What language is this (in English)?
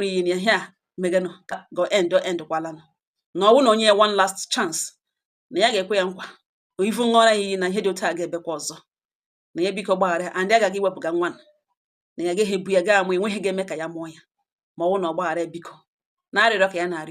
Igbo